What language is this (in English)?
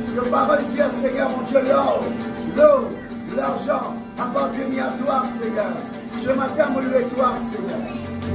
Morisyen